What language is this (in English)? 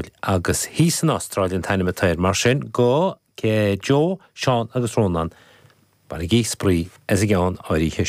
Irish